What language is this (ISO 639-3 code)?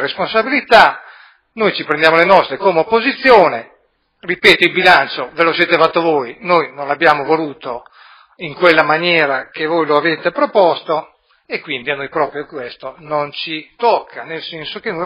ita